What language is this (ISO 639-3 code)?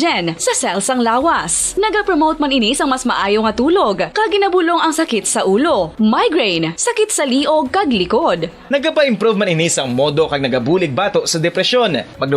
hil